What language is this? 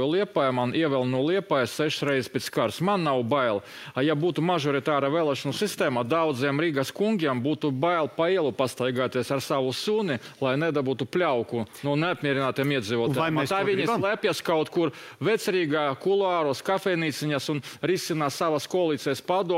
Latvian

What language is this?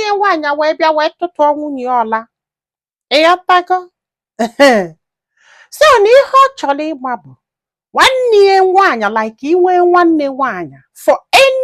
Igbo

